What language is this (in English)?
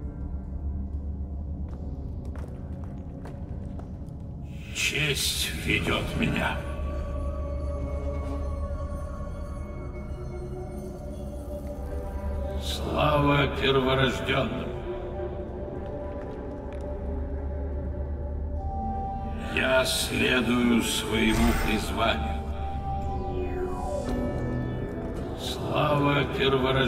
Russian